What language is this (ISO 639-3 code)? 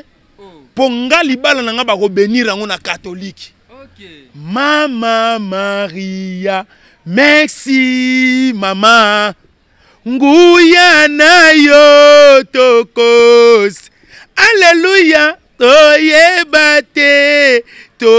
lin